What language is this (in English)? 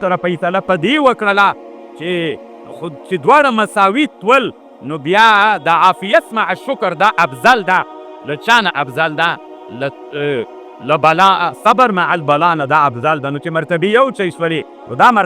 Pashto